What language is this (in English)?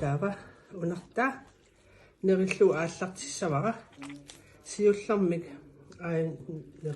Kalaallisut